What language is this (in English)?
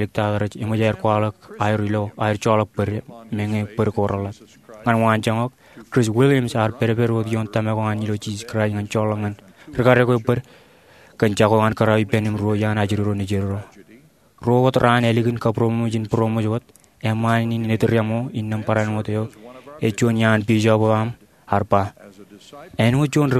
Marshallese